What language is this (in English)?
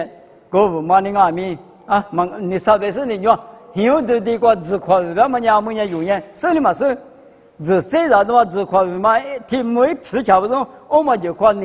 Lisu